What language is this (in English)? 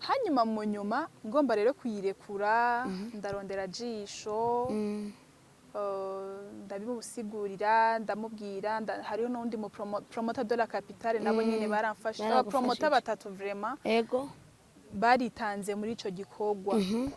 Rundi